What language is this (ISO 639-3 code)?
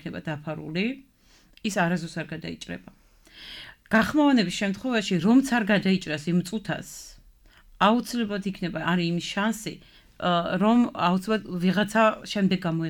kat